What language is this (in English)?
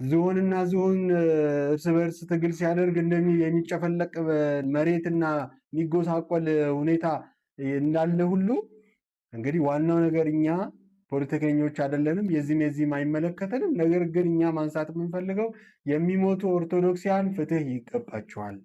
Amharic